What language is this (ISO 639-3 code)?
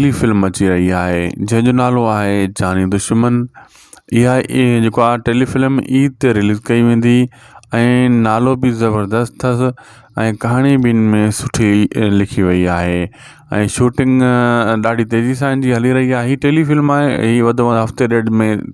snd